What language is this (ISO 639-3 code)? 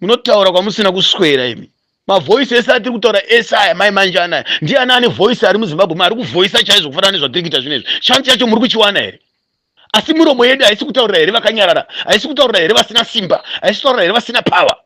sna